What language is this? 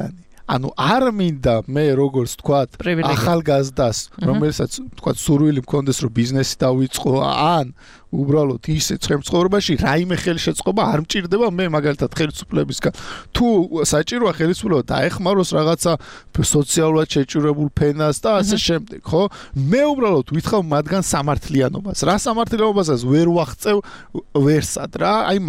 Georgian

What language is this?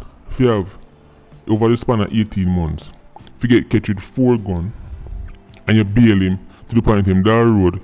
Jamaican Creole English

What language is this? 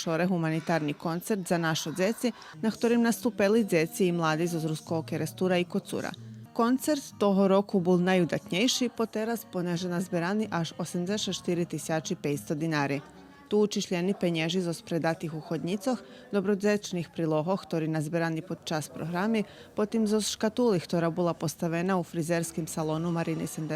Rusyn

